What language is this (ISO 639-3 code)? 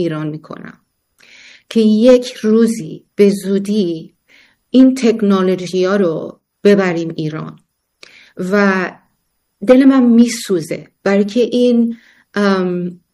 fas